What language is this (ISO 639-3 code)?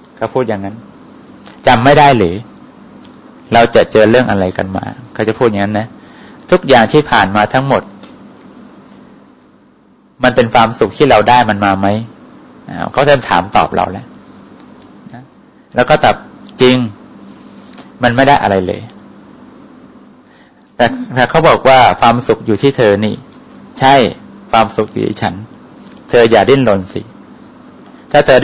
tha